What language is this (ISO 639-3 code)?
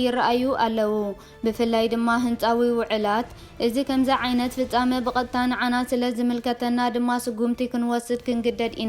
tir